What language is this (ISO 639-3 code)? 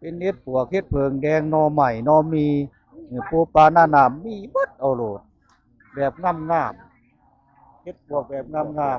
tts